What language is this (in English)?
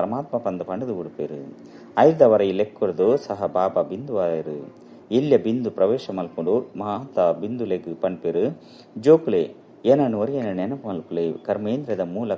Tulu